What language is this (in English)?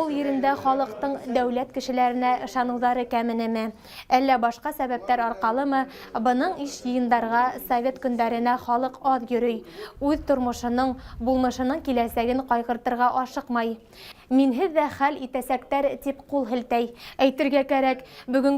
Bashkir